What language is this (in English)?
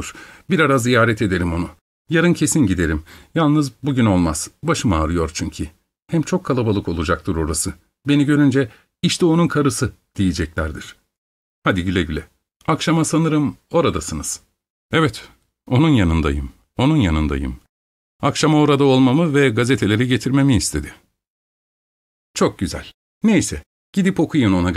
Turkish